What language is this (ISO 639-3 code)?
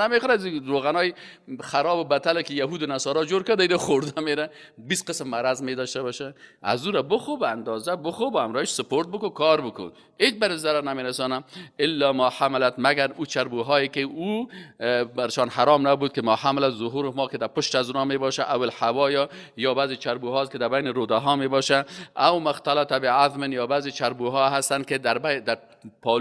fas